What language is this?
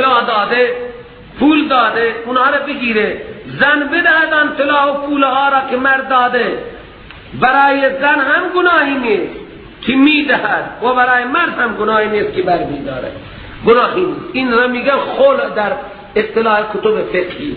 Persian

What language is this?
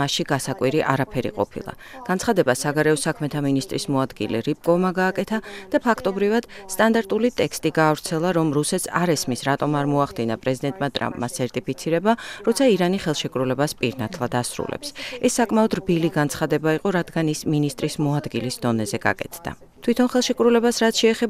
Georgian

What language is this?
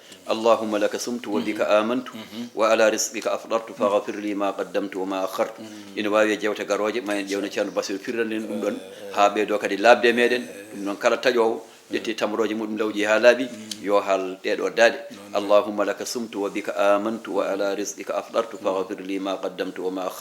Fula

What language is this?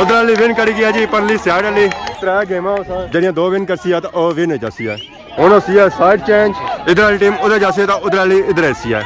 Pahari-Potwari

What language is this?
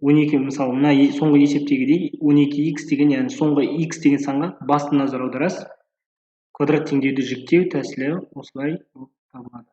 Kazakh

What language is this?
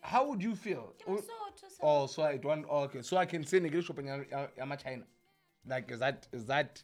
Southern Sotho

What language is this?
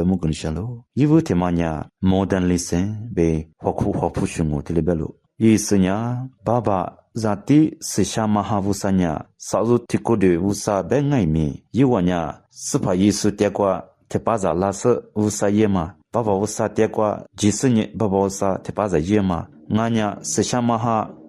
Lisu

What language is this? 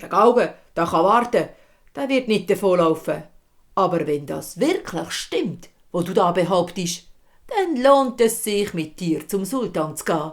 Swiss German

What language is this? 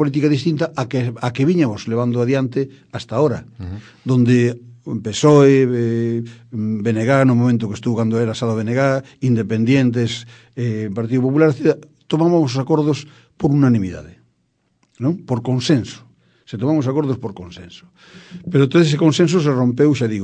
Galician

